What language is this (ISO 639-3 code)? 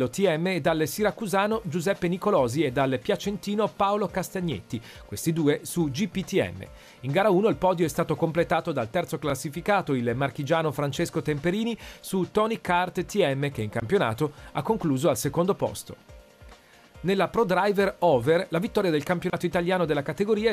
ita